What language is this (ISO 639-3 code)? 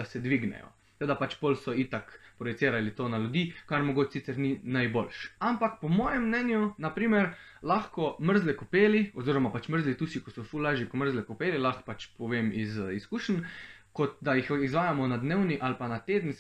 slv